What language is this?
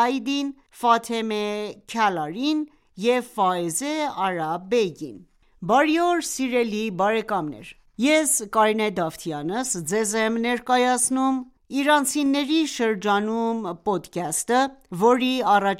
Armenian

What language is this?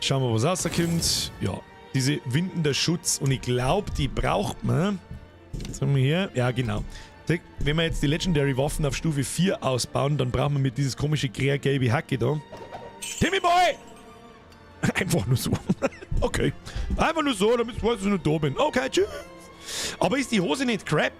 Bavarian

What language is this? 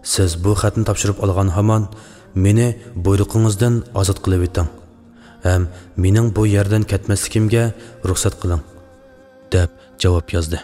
Uyghur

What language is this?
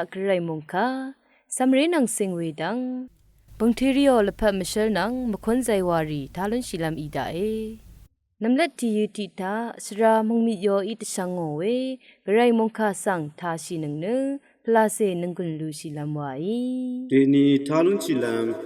Rawang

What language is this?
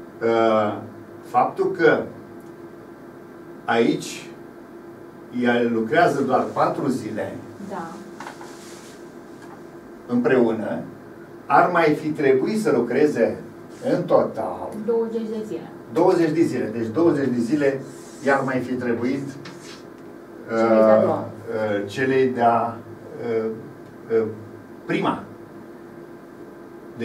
Romanian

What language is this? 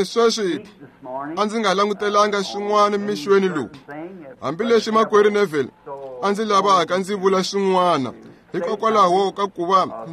Tsonga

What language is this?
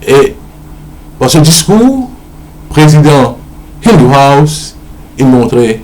Morisyen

